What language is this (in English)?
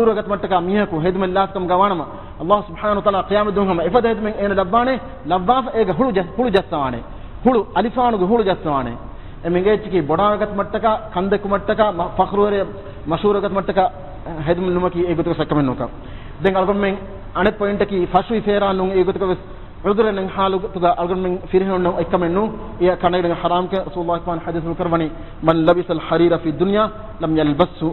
Divehi